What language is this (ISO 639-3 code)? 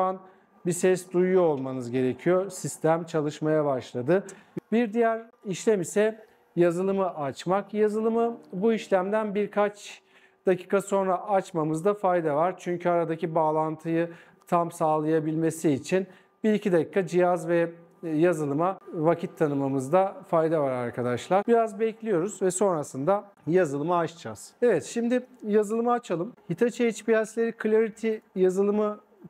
tur